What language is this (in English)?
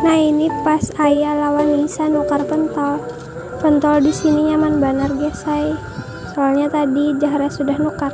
Banjar